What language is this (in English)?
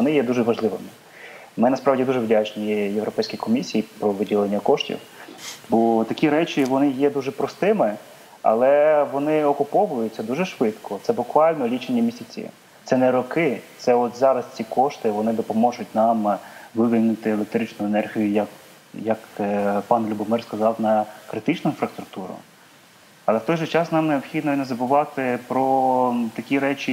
Ukrainian